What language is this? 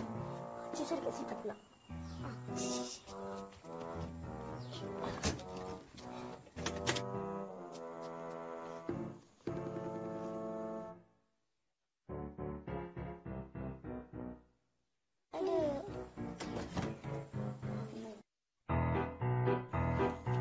Malay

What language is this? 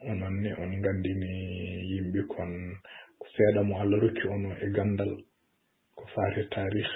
Fula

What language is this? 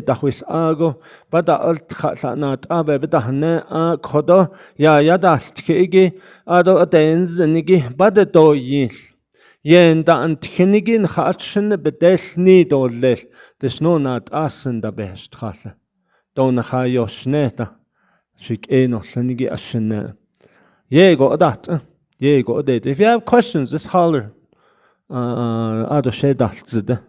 Navajo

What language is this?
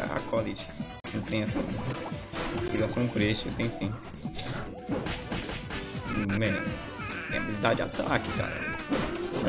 Portuguese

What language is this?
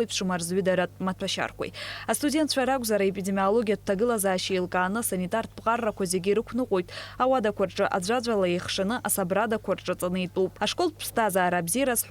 Abkhazian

